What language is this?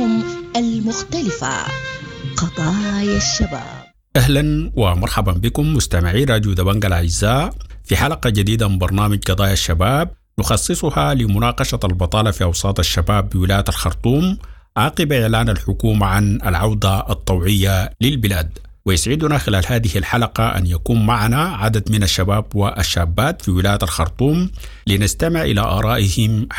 Sudanese Arabic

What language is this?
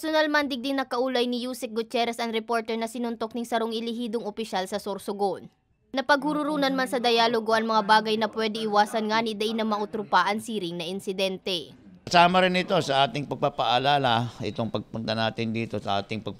Bikol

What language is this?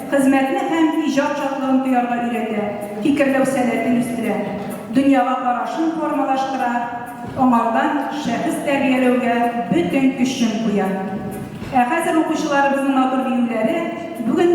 Tatar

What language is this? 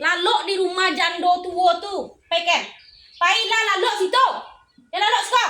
Minangkabau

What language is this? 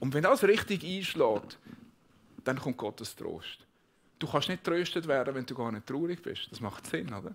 Swiss German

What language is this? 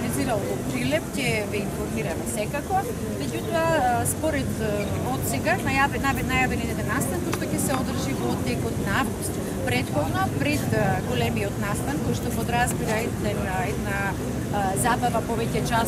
Macedonian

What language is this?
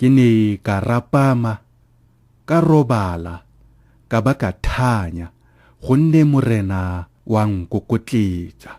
Tswana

